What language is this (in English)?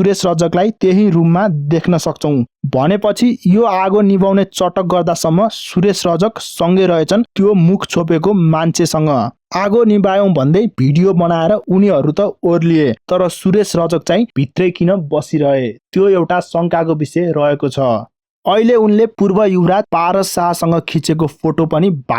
Nepali